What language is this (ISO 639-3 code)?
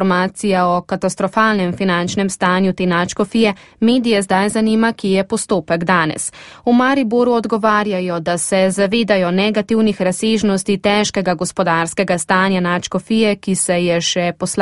slv